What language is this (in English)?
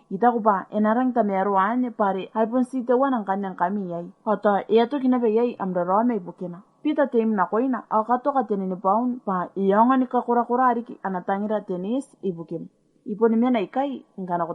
Gilbertese